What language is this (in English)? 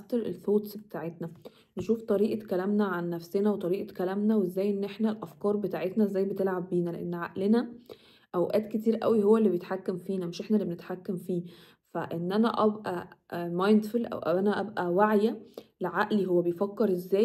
Egyptian Arabic